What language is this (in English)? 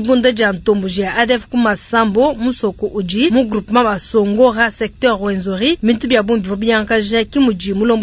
Luba-Lulua